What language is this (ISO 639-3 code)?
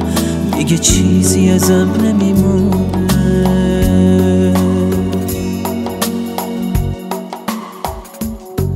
fas